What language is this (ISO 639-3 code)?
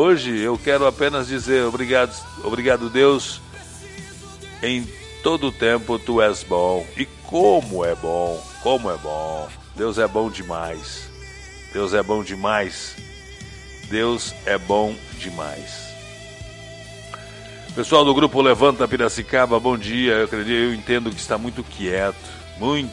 por